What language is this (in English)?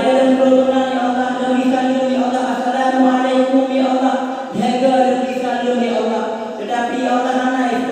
Achinese